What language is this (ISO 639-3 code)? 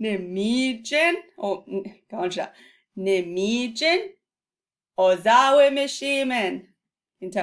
ciw